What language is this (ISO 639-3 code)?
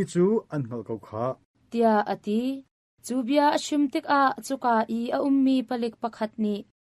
cnh